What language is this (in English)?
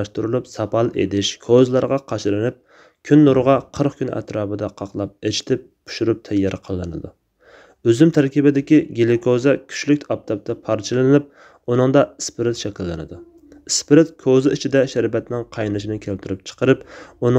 Uyghur